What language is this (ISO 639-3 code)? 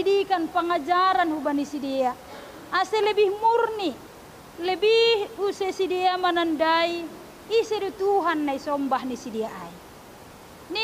bts